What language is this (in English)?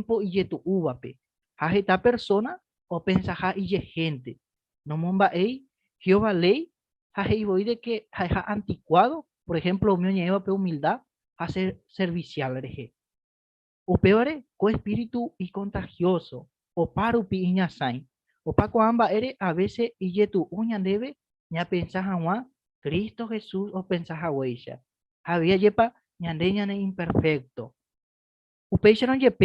Guarani